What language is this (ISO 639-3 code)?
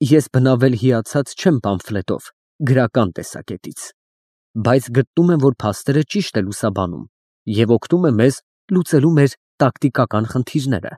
hye